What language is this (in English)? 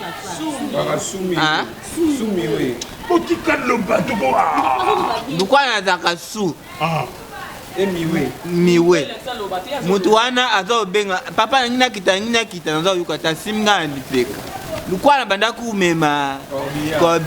Lingala